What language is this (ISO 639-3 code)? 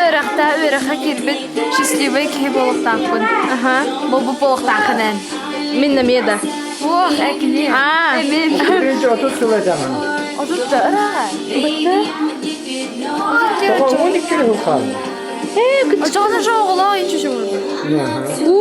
sah